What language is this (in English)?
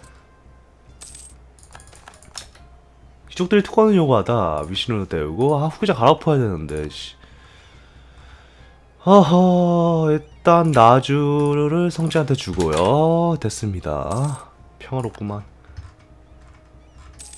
Korean